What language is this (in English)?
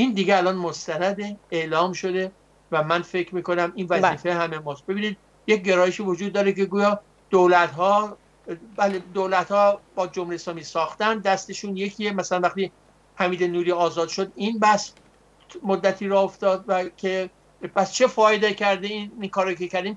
Persian